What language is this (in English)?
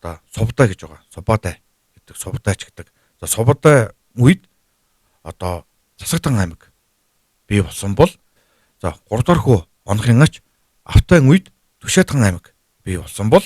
Mongolian